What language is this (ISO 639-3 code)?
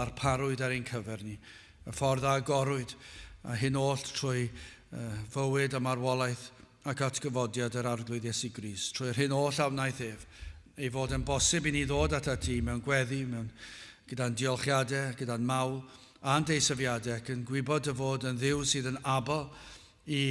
cym